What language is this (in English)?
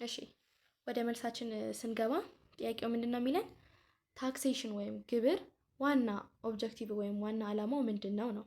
Amharic